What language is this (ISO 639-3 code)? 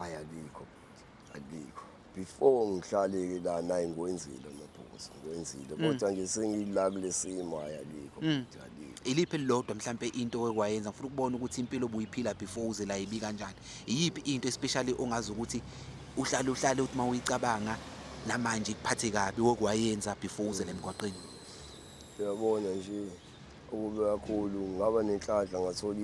zul